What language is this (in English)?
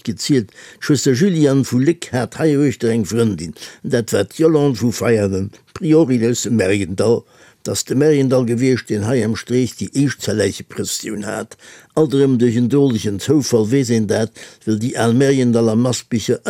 Luxembourgish